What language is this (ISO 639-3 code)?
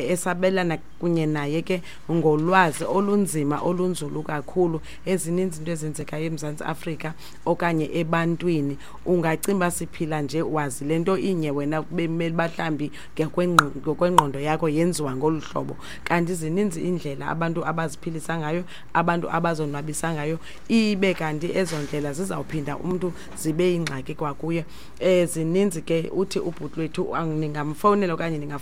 xho